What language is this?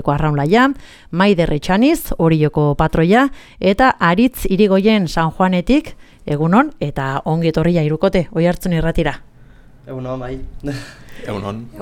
Basque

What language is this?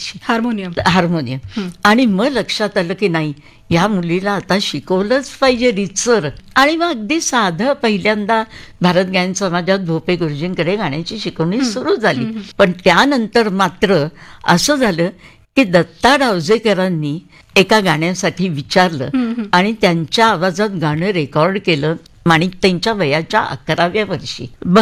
Marathi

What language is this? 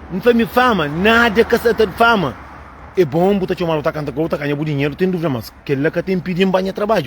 Kabuverdianu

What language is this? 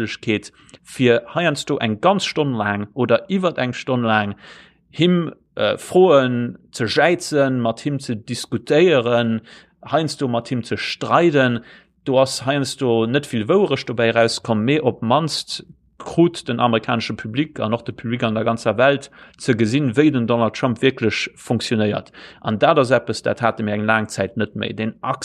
Luxembourgish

